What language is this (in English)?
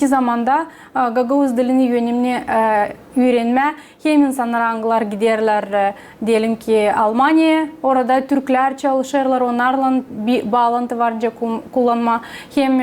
Gagauz